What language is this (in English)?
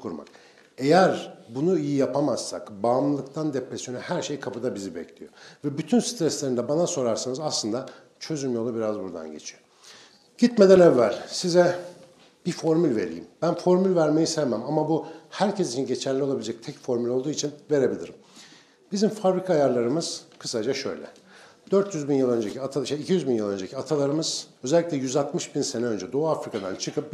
Turkish